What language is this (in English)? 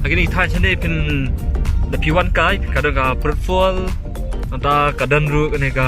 Khasi